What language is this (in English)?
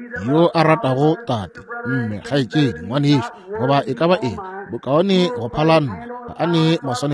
Northern Sotho